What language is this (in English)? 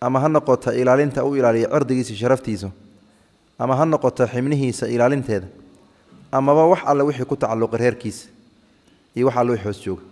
Somali